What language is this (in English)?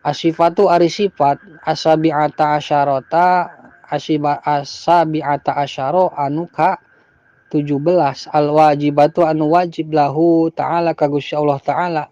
Sundanese